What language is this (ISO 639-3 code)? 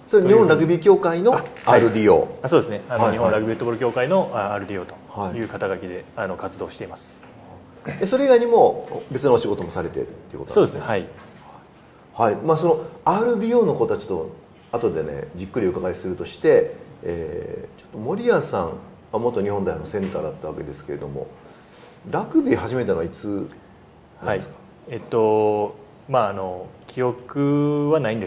jpn